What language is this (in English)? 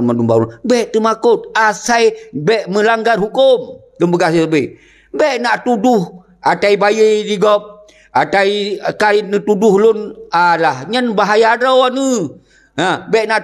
Achinese